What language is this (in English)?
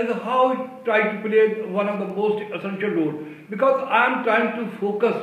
English